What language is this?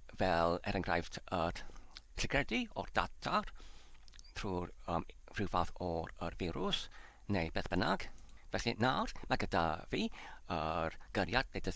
Welsh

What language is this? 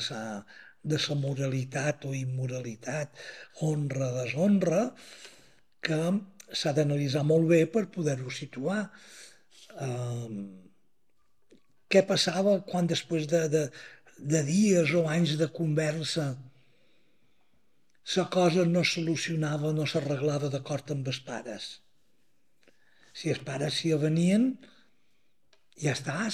Catalan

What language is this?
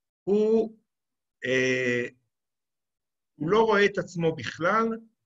Hebrew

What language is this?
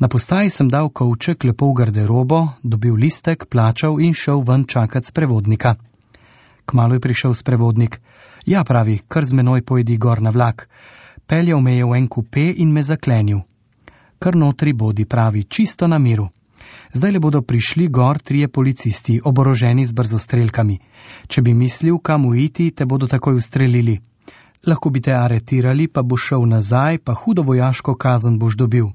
Slovenian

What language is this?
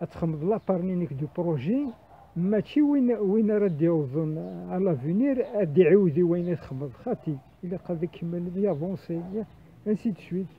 Kabyle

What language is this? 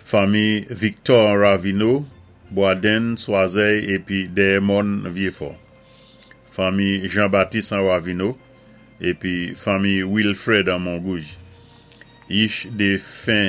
Saint Lucian Creole French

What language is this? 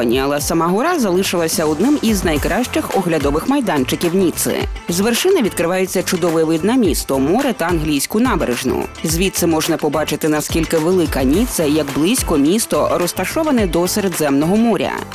Ukrainian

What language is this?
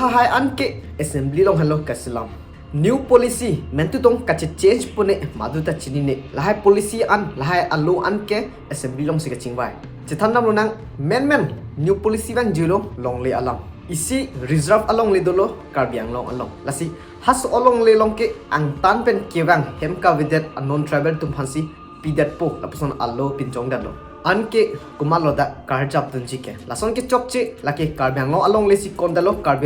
Karbi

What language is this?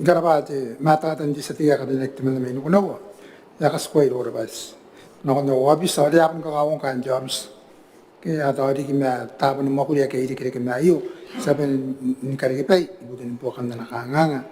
Gilbertese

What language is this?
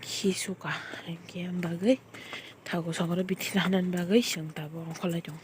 Kok Borok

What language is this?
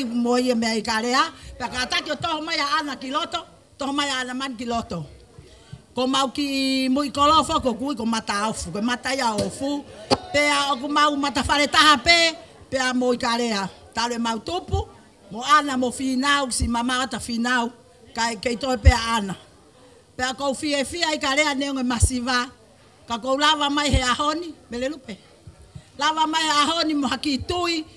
Tongan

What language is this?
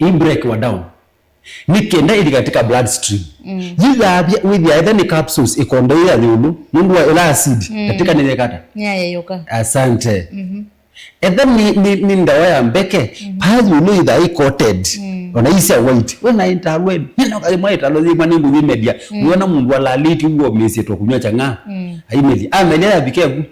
Kamba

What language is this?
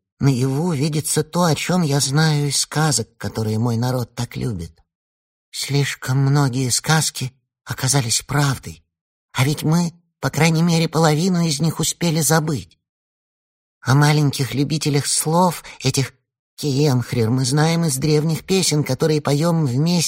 Russian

